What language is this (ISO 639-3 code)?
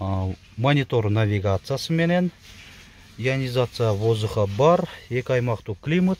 kir